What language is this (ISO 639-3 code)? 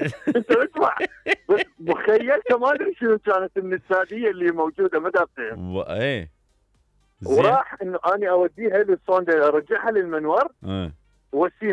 acm